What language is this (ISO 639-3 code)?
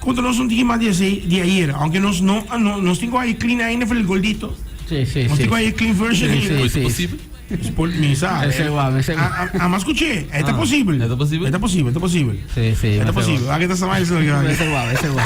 pap